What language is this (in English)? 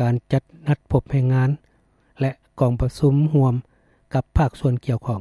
Lao